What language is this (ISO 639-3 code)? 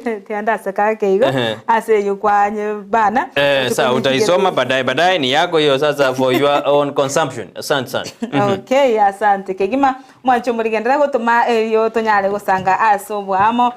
guz